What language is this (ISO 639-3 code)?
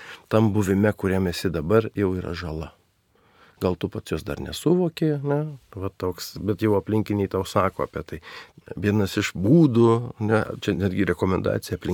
lit